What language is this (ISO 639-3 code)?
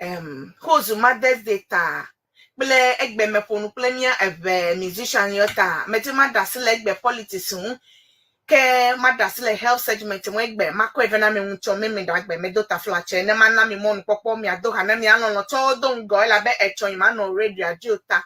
ewe